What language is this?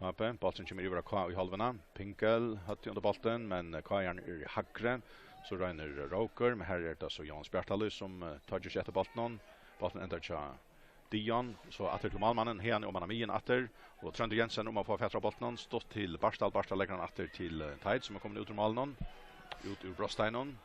Faroese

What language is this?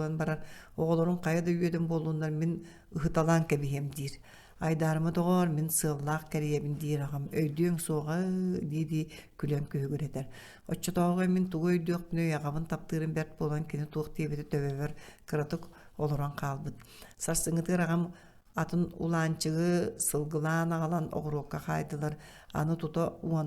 Yakut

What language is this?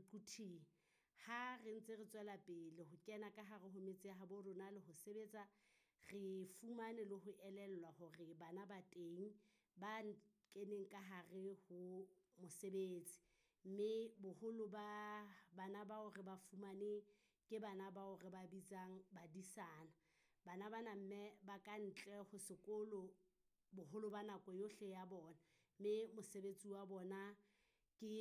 Southern Sotho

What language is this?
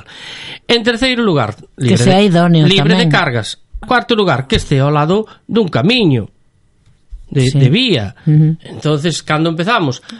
Galician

